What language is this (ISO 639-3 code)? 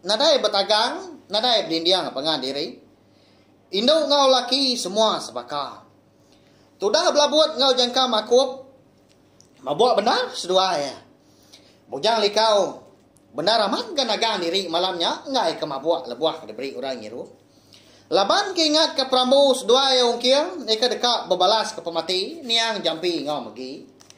iba